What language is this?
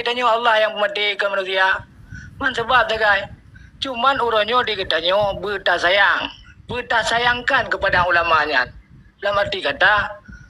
Achinese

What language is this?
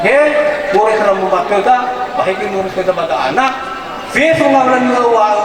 Nias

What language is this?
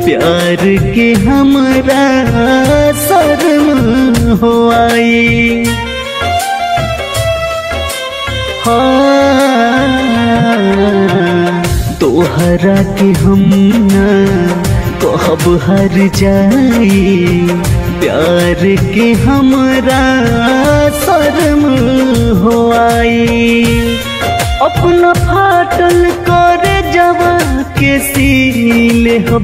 Bhojpuri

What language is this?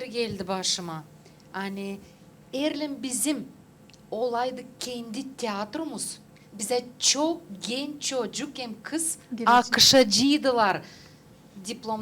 Gagauz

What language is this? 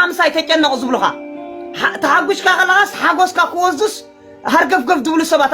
Tigrinya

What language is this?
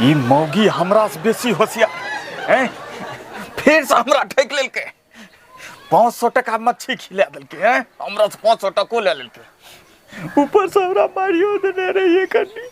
Angika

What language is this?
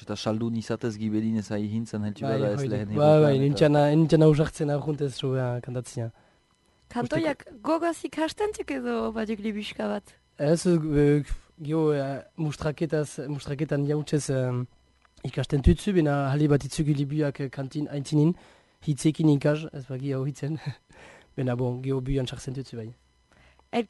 Basque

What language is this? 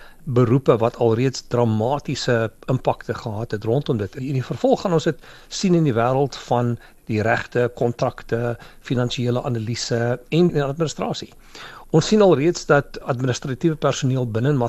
Afrikaans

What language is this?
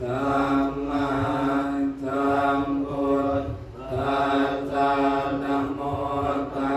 Pali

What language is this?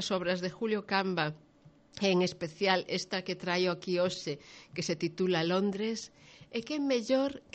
Galician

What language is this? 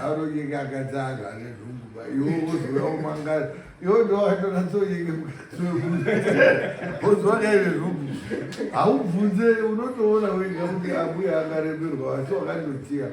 Shona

